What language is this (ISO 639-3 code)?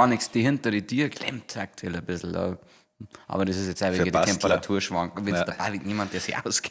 bar